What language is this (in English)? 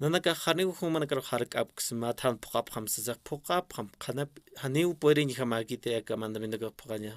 Aymara